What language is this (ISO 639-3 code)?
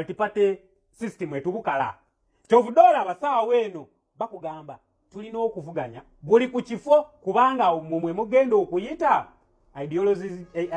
lug